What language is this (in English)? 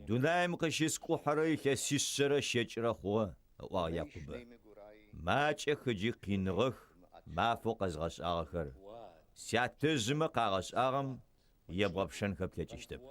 Adyghe